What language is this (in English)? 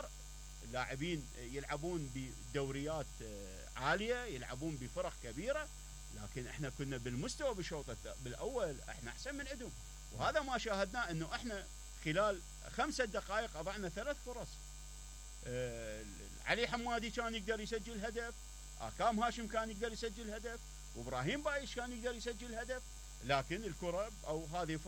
Mesopotamian Arabic